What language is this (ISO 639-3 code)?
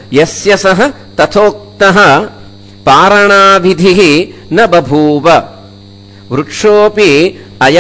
san